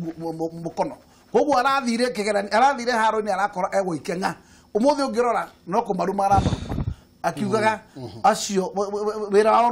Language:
Kikuyu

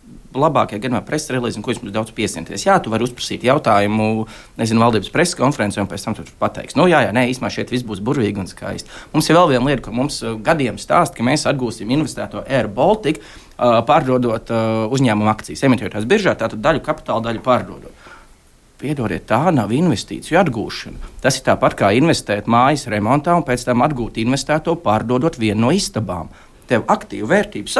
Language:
Latvian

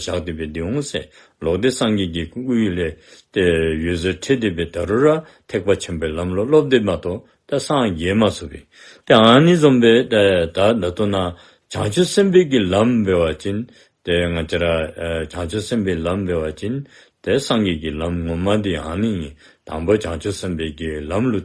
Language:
Dzongkha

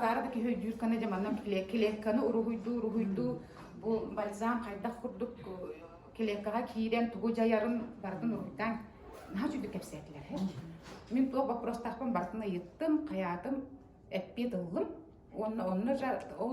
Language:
Yakut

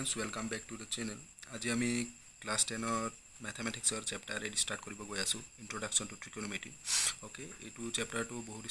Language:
Assamese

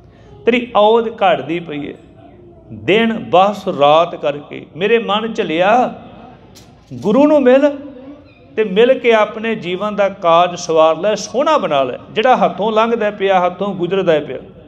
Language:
Punjabi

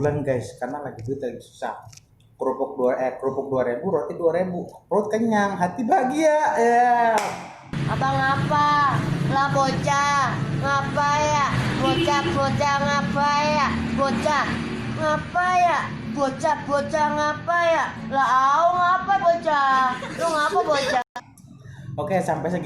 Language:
Betawi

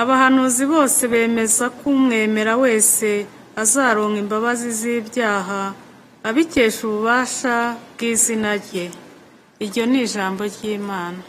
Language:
Kinyarwanda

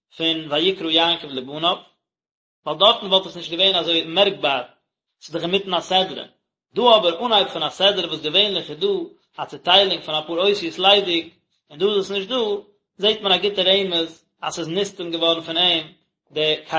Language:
Yiddish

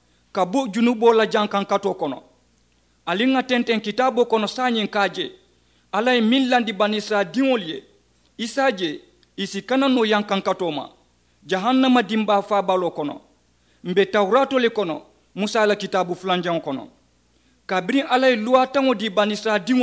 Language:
Mandingo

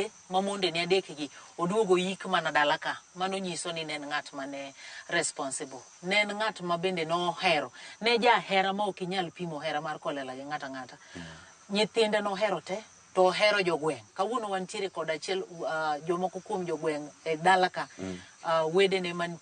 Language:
Luo (Kenya and Tanzania)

